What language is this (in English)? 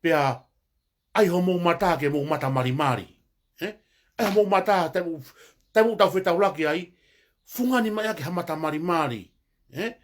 Tongan